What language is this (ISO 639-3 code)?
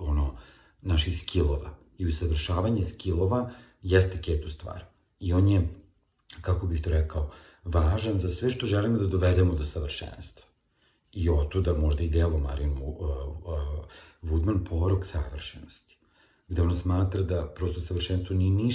srp